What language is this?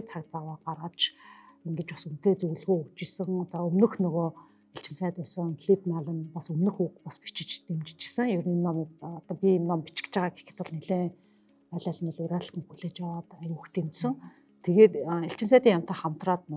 Mongolian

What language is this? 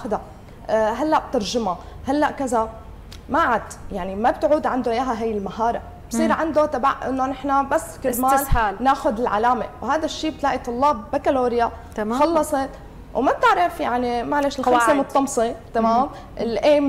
North Levantine Arabic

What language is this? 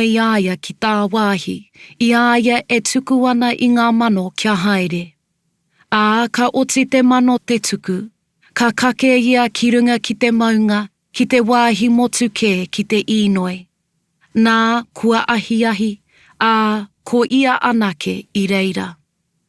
Māori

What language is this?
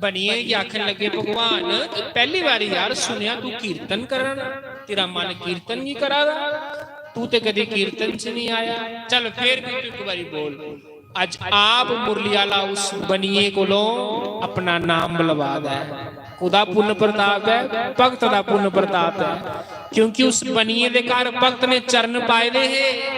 Dogri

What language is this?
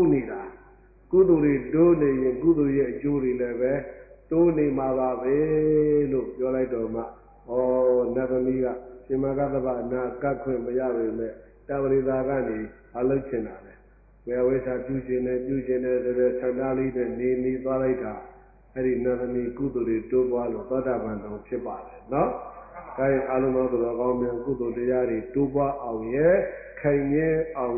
Burmese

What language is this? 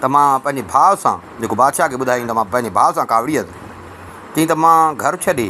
Sindhi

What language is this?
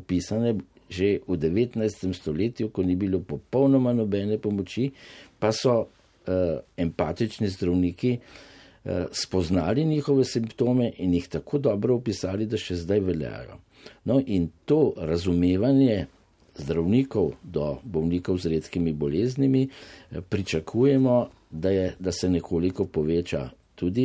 Slovenian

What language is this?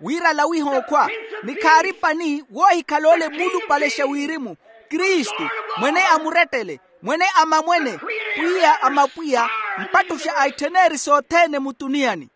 Makhuwa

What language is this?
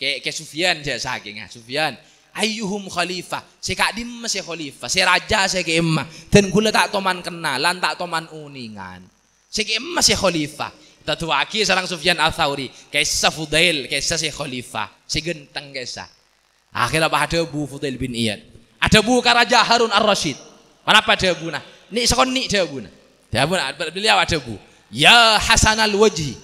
Madurese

